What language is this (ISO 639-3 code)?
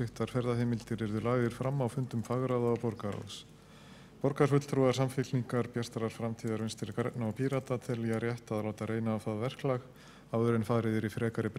isl